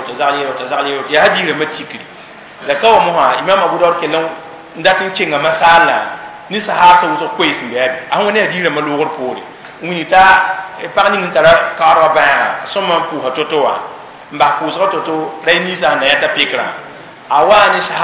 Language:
Mossi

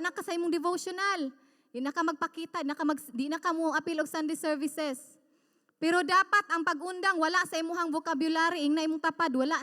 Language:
Cebuano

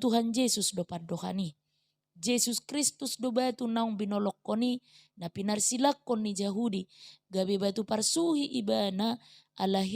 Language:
Batak Toba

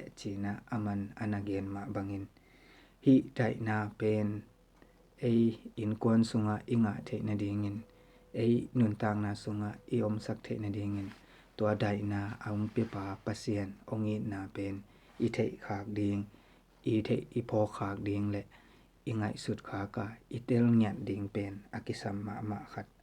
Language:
Tedim Chin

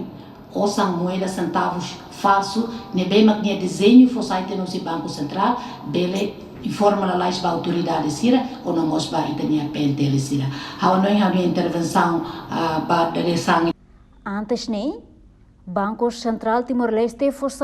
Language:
Tetum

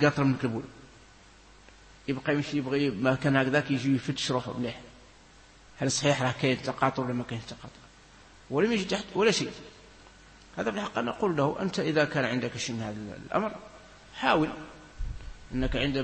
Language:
Arabic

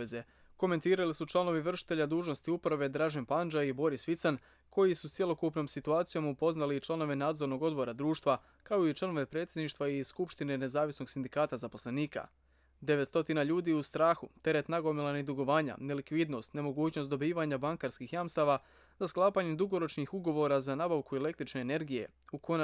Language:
Bosnian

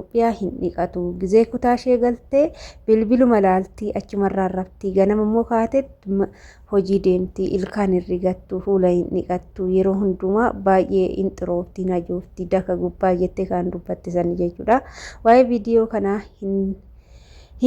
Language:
Oromo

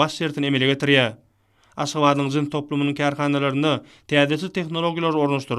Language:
Turkmen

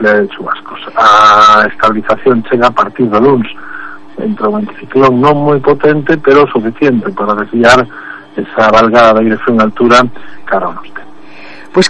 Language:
Galician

